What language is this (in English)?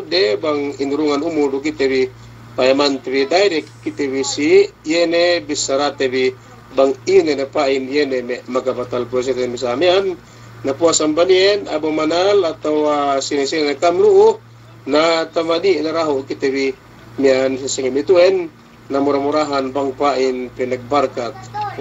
Yakan